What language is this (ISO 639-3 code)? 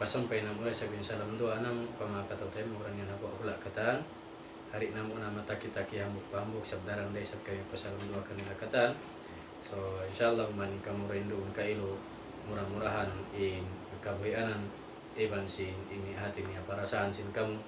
tsg